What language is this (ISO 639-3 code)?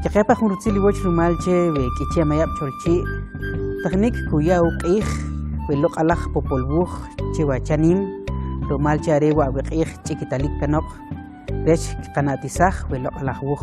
quc